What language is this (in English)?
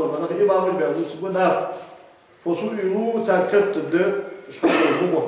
Ingush